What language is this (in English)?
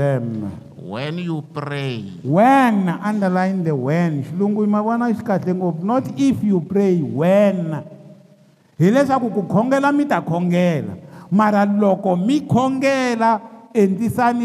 Tsonga